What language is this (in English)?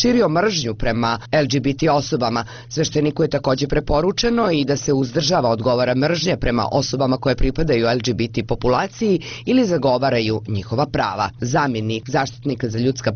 Bosnian